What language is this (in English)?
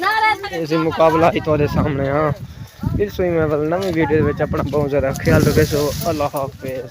Saraiki